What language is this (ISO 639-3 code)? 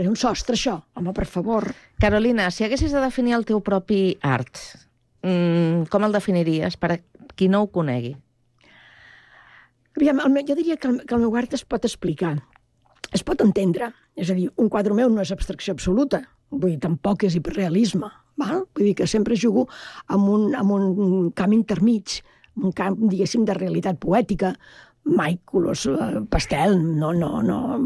cat